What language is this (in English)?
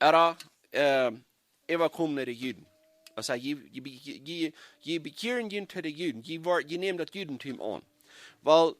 Plautdietsch